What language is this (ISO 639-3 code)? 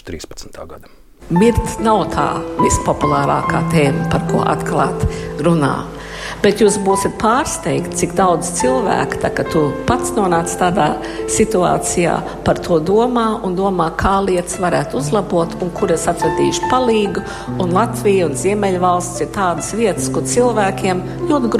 lav